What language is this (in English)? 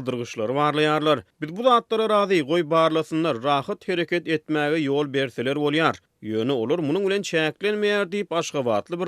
Turkmen